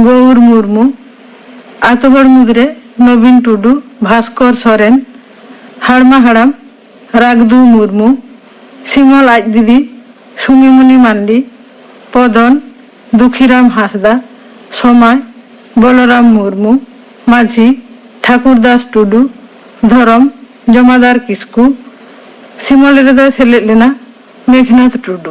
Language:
Santali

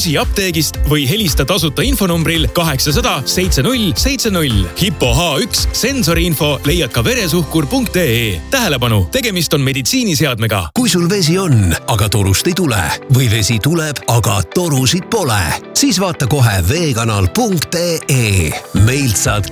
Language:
Estonian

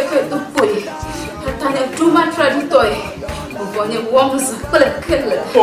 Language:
Ewe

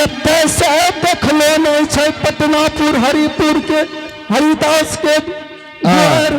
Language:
Angika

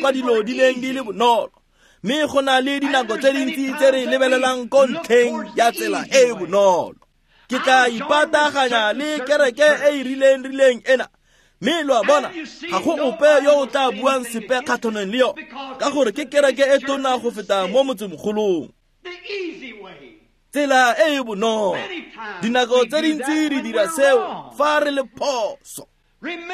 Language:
Tswana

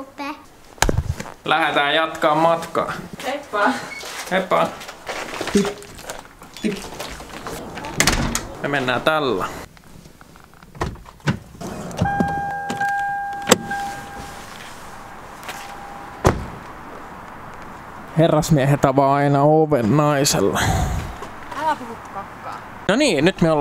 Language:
Finnish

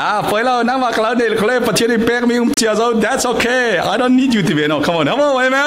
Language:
Falam Chin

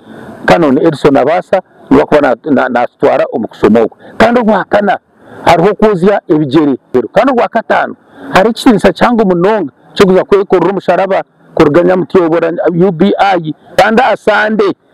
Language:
Nyankole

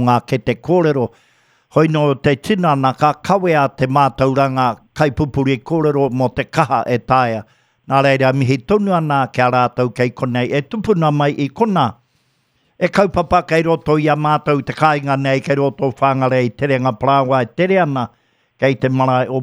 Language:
Māori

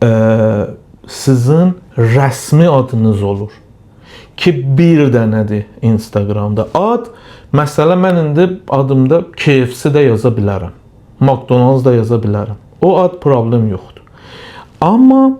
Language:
Azerbaijani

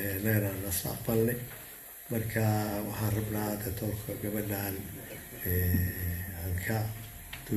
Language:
Somali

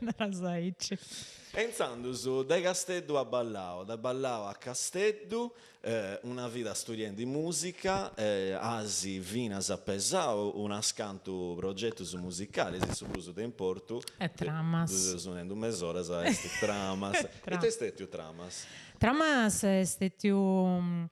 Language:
Sardinian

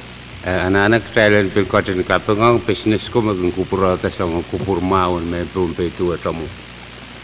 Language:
Pohnpeian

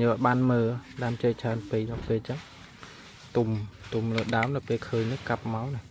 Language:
Khmer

